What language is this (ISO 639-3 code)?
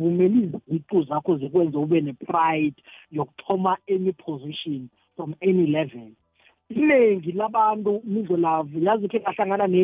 nbl